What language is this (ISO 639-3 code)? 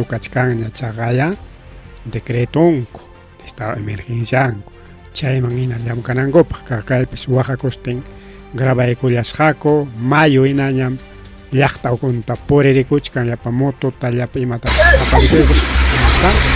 quy